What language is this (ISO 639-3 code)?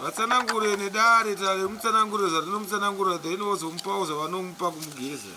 sna